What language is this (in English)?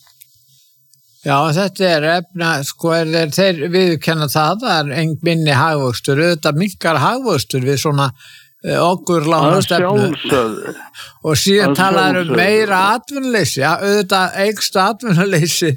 Icelandic